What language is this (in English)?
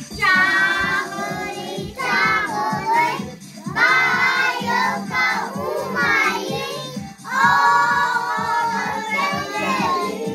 Yakut